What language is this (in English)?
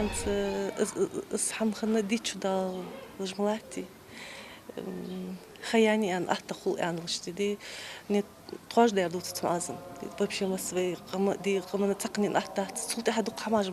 Ingush